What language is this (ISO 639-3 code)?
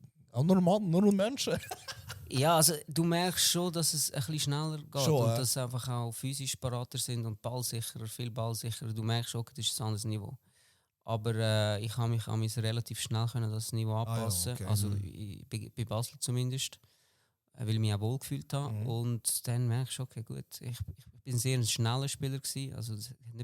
gsw